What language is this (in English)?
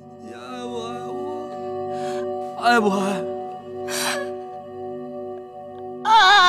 Chinese